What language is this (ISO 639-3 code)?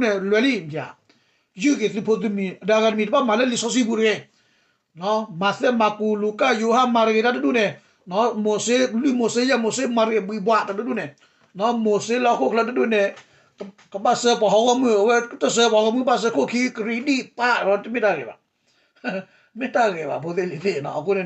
ksw